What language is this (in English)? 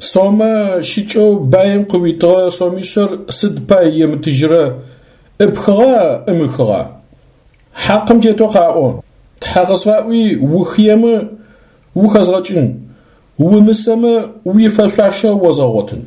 Adyghe